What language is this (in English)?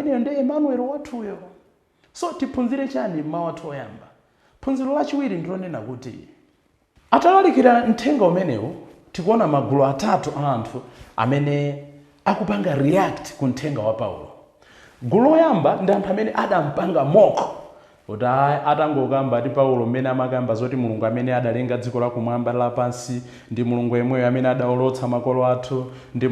Nyanja